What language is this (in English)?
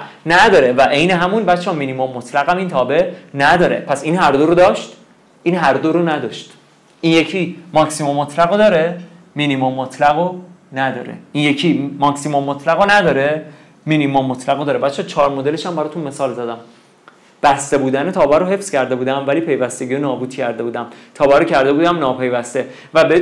Persian